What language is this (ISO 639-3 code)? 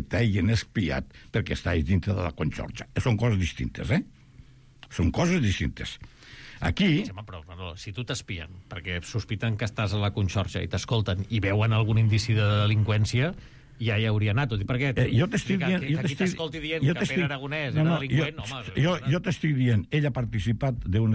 cat